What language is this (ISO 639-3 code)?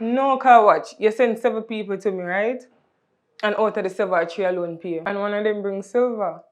jam